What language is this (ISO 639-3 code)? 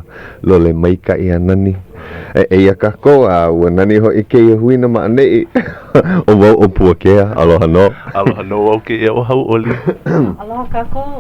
haw